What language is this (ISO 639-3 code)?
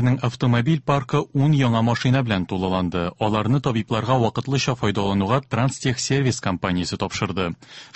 tat